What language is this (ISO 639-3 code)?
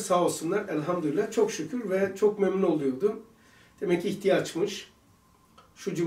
tur